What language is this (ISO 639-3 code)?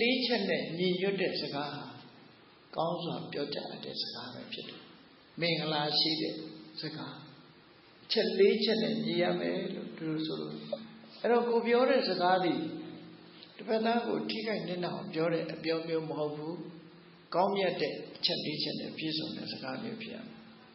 mya